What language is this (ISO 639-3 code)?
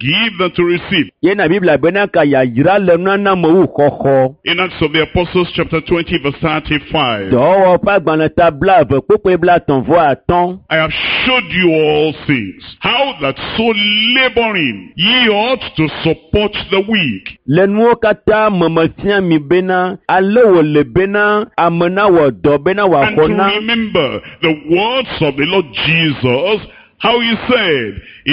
ewe